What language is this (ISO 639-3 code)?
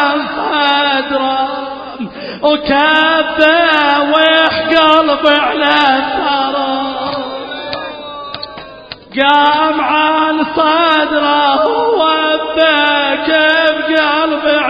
ara